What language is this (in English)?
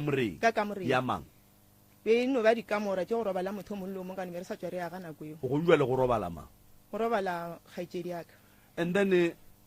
Northern Sotho